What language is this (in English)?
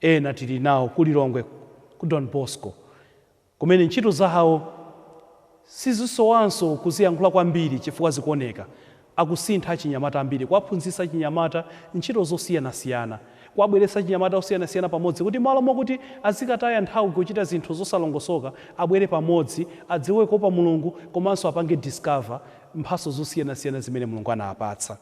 Nyanja